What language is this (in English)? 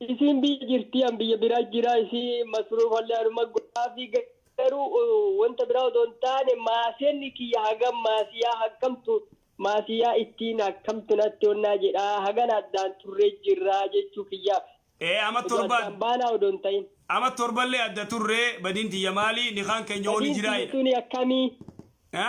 Oromo